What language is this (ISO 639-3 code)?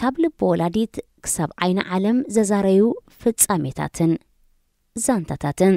tir